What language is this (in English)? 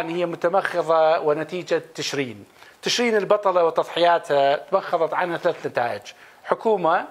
Mesopotamian Arabic